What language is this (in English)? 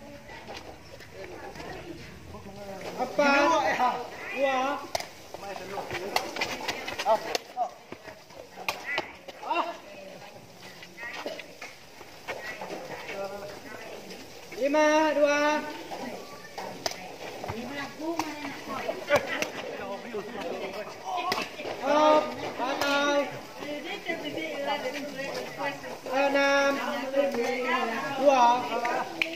Malay